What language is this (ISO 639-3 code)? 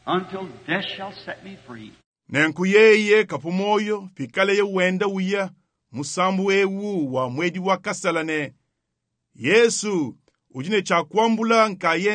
lua